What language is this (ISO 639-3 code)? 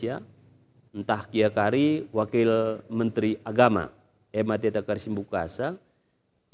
btx